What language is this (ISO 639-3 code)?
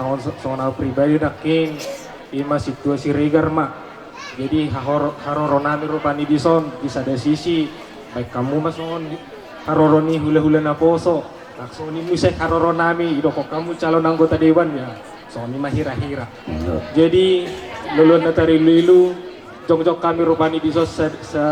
bbc